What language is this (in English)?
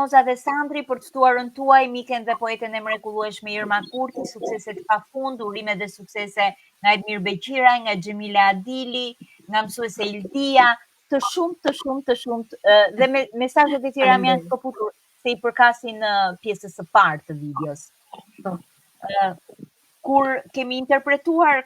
Albanian